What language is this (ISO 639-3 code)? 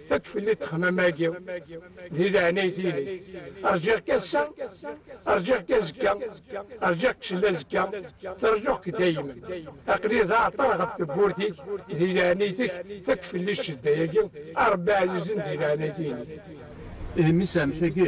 kab